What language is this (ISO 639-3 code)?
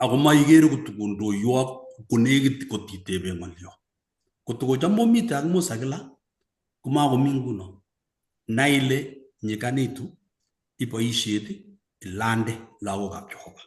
kln